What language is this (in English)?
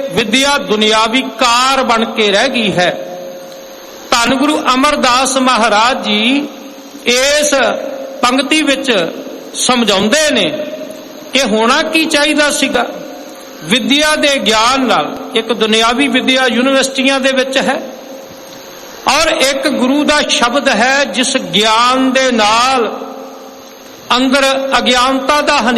Punjabi